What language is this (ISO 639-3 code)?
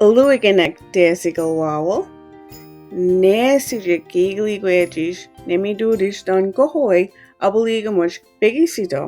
mic